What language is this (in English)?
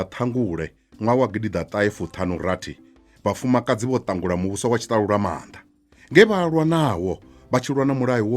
Venda